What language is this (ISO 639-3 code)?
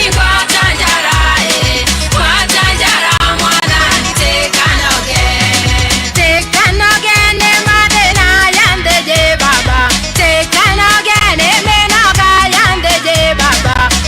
mer